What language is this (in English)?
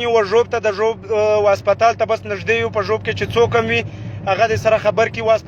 Pashto